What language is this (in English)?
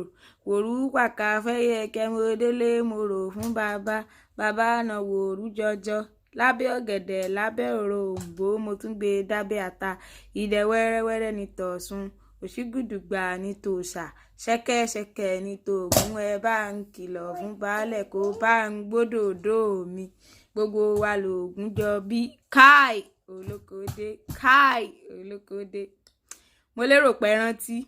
Yoruba